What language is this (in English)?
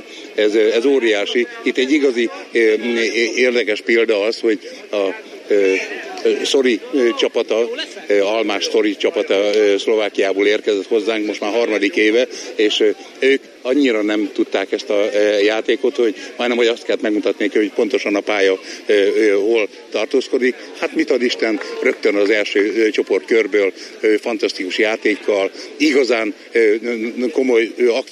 Hungarian